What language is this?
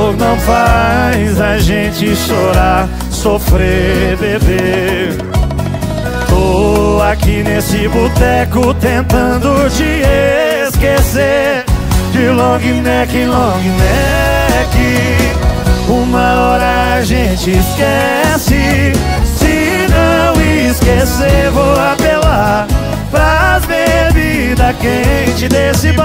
Portuguese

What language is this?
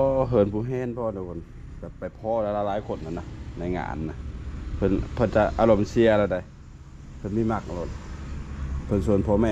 Northeastern Thai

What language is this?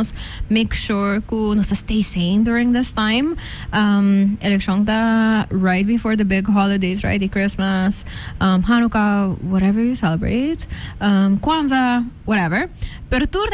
Papiamento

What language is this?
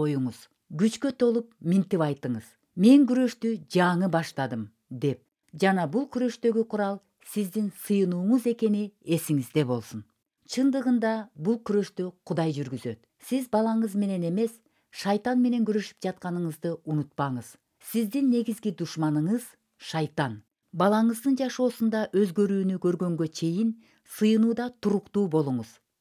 Kyrgyz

